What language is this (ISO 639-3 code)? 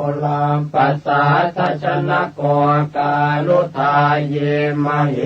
pli